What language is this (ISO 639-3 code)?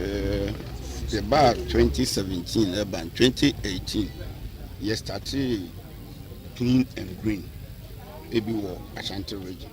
aka